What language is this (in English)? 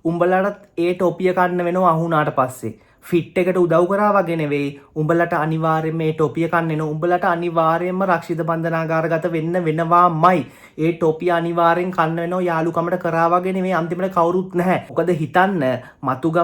Sinhala